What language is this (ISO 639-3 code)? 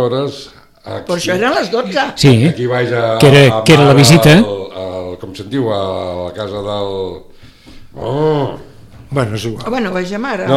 cat